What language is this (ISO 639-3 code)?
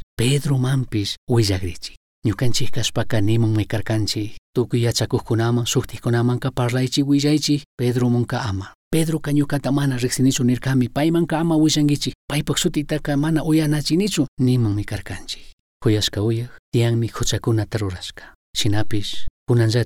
qug